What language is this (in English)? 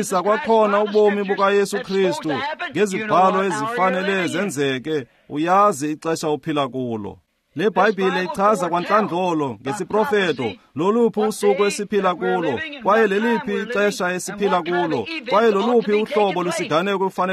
Xhosa